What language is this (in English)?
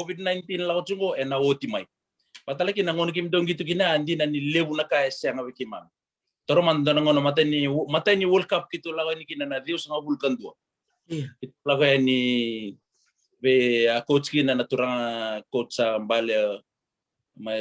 Fijian